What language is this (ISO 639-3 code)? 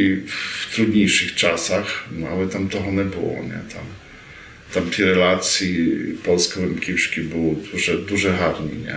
rue